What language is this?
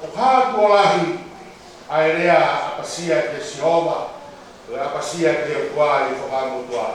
Tongan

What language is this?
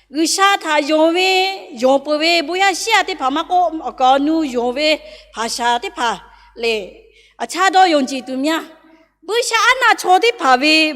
Lahu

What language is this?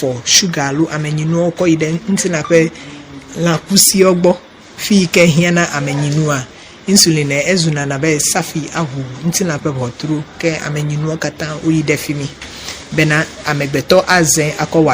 Ewe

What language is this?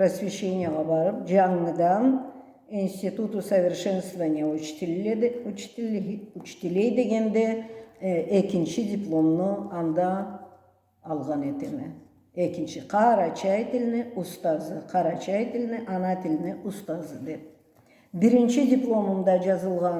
Karachay-Balkar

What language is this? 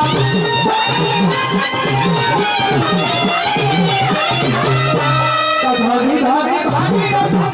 Bhojpuri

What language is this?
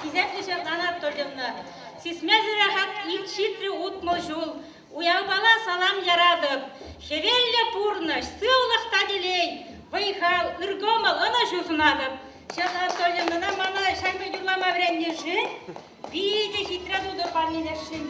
Chuvash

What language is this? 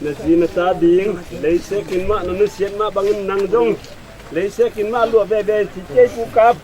Tedim Chin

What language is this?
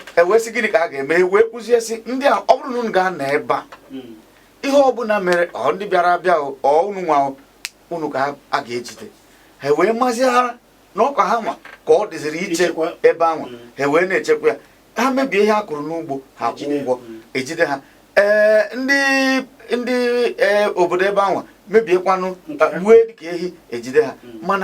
Igbo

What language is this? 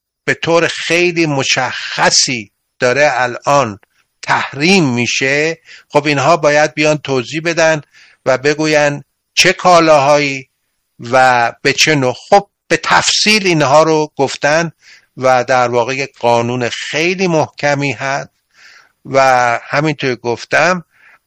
Persian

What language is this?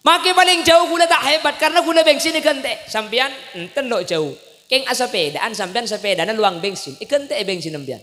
Madurese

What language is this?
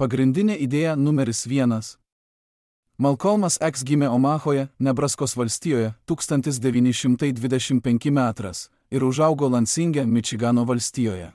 Lithuanian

